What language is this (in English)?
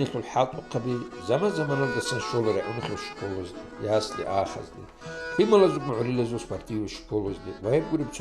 Avaric